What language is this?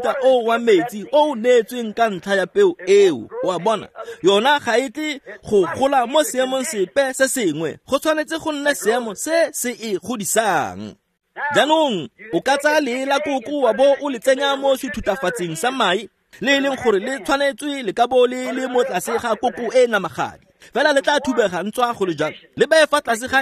Tswana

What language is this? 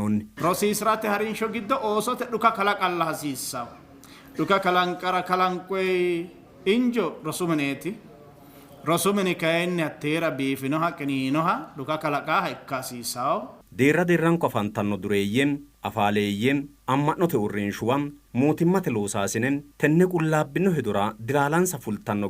Sidamo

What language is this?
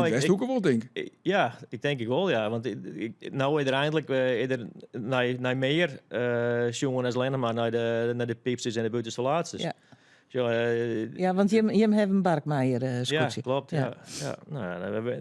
Western Frisian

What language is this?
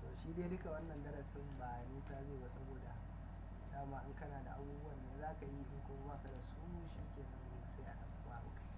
Hausa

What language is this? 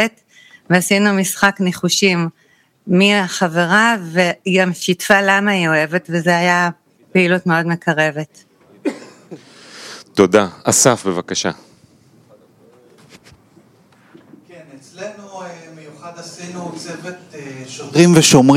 Hebrew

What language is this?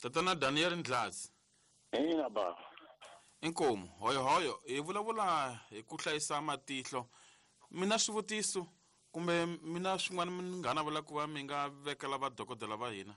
Tsonga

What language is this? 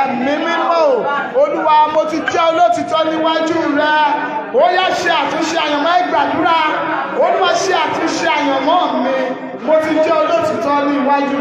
Yoruba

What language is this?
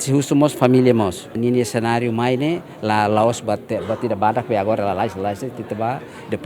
Tetum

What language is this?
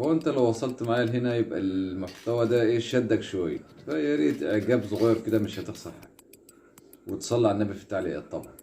Egyptian Arabic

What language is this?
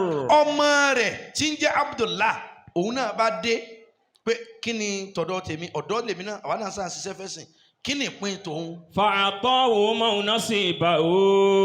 Yoruba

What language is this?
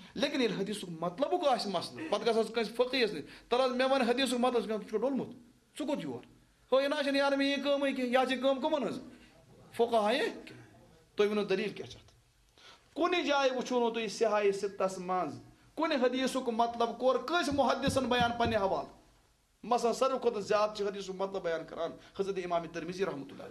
Kashmiri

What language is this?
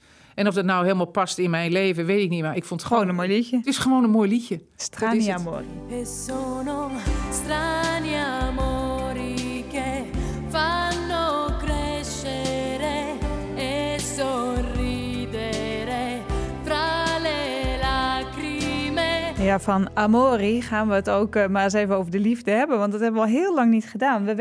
Dutch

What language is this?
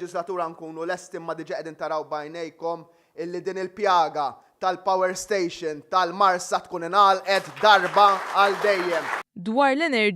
Maltese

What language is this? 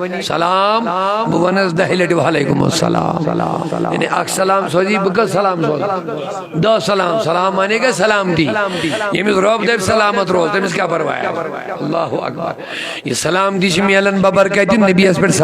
Kashmiri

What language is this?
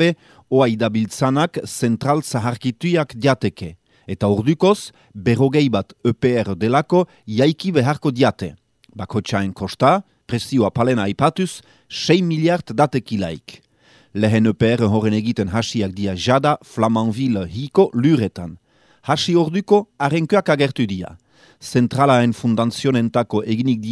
Basque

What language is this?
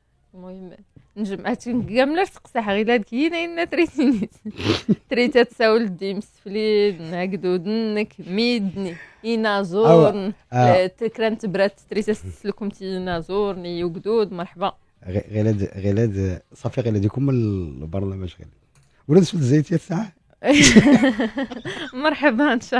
Moroccan Arabic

